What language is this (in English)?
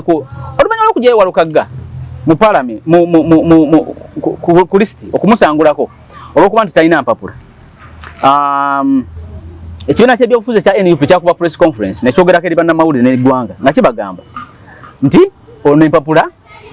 Ganda